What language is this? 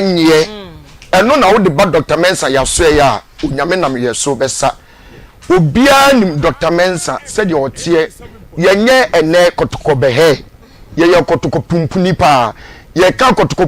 Akan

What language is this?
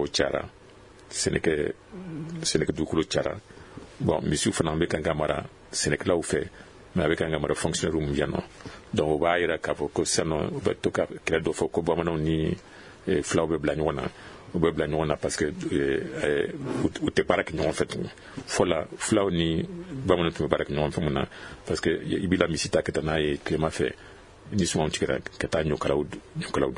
Bambara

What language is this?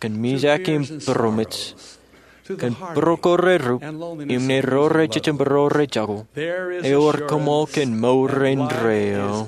Marshallese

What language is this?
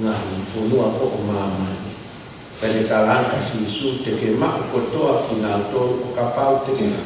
Tongan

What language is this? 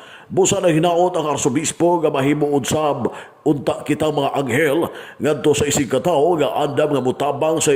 Cebuano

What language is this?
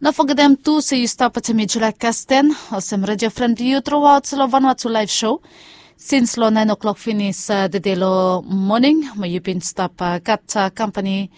Bislama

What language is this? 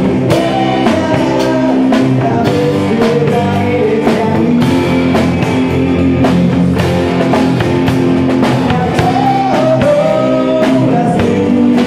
Slovak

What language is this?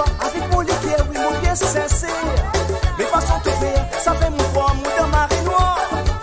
Morisyen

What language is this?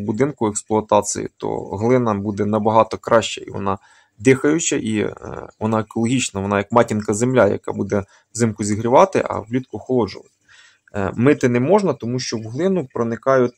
Ukrainian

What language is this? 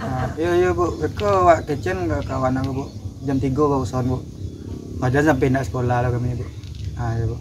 Minangkabau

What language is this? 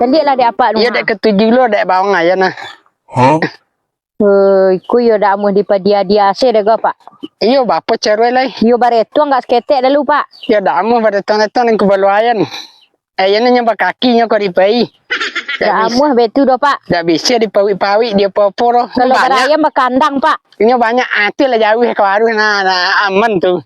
Minangkabau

